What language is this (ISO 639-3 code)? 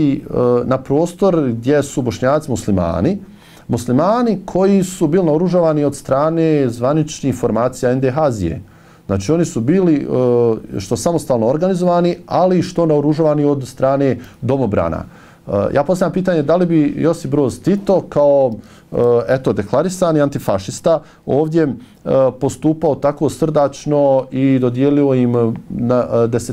bos